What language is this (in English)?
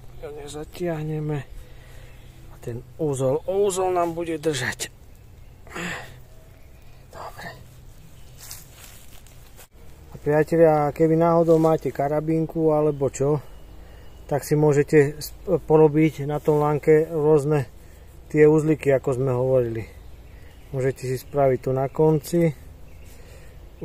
Slovak